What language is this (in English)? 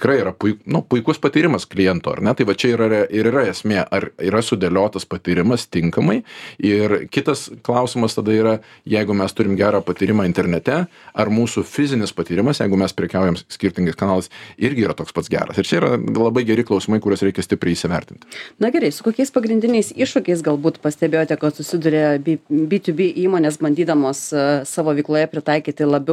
Lithuanian